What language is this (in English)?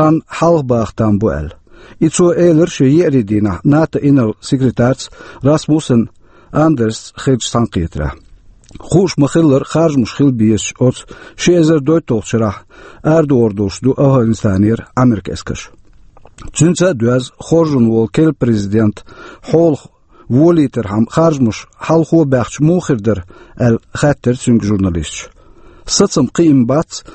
Chechen